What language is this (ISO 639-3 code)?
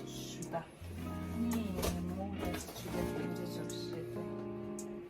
bod